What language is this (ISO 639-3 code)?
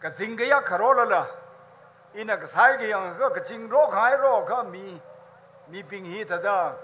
nmf